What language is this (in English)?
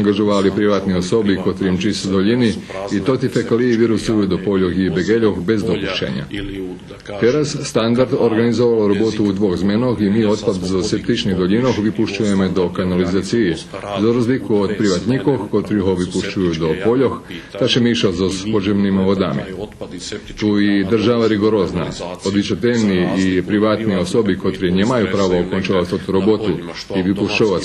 Rusyn